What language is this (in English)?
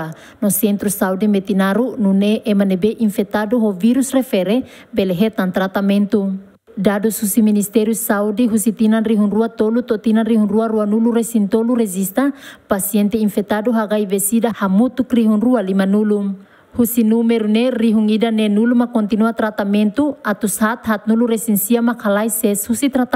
Tetum